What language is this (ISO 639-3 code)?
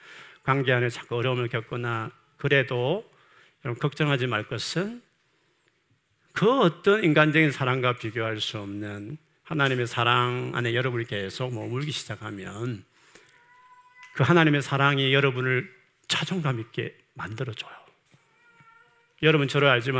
kor